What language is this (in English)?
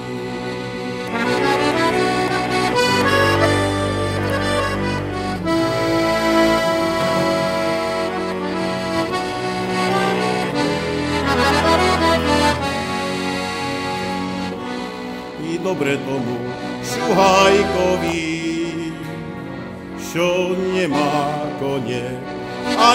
Slovak